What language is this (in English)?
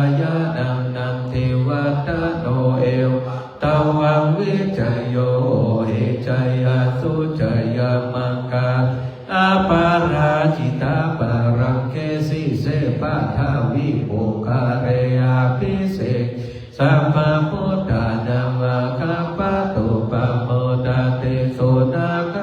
Pali